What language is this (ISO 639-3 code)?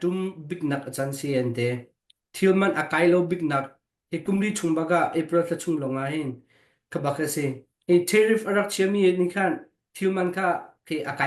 cnh